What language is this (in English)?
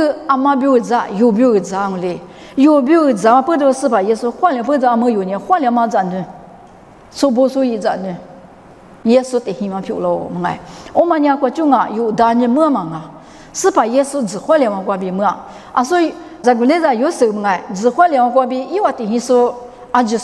Lisu